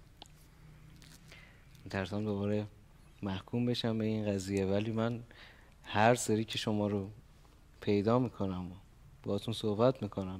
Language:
Persian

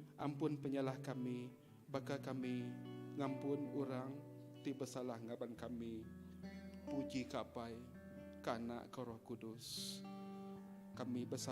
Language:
Iban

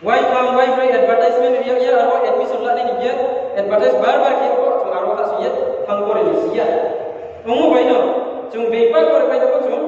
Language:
Riang (India)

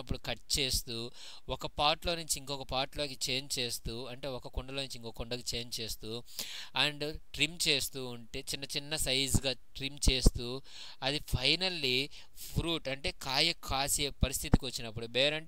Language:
Telugu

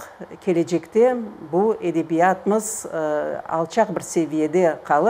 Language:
Crimean Tatar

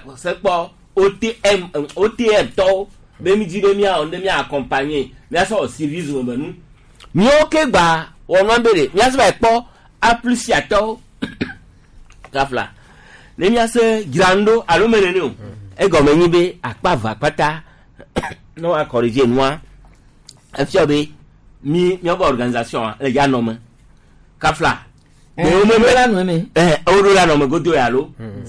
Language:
Gen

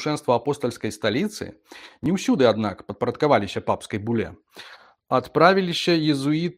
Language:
Belarusian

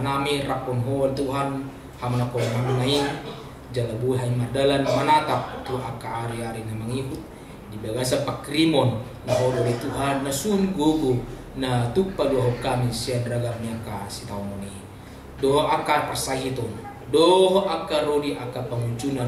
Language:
Batak Toba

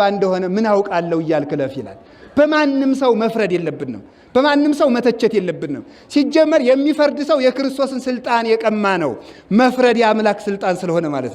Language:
Amharic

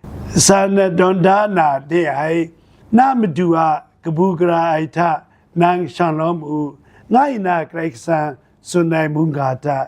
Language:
Kachin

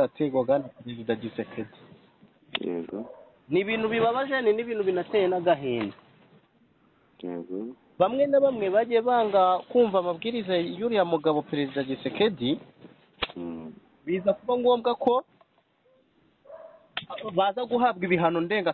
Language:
Kinyarwanda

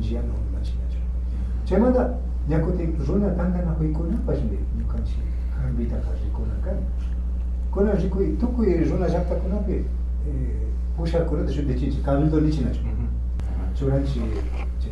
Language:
Imbabura Highland Quichua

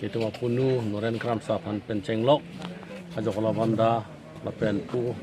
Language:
Karbi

